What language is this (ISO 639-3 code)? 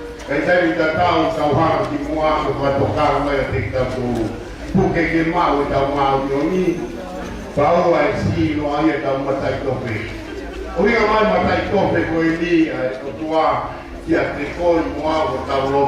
ton